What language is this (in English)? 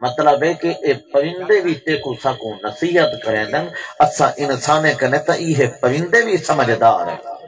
Saraiki